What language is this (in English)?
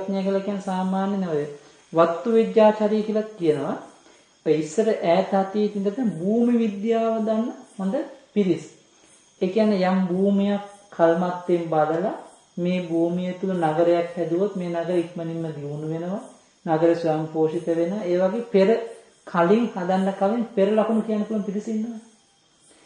Sinhala